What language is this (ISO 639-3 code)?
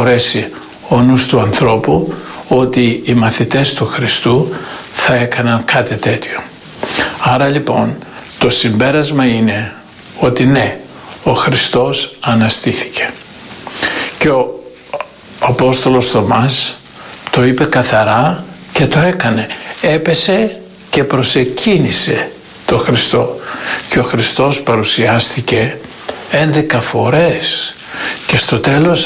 ell